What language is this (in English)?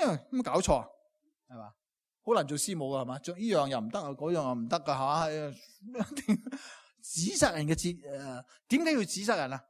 Cantonese